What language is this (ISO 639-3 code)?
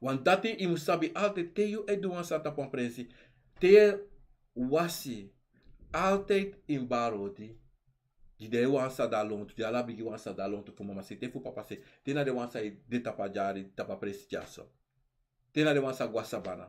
srn